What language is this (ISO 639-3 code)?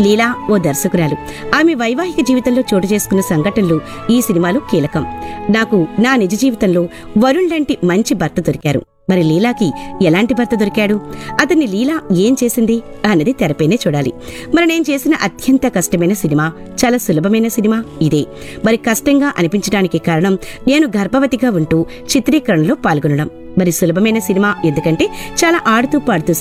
tel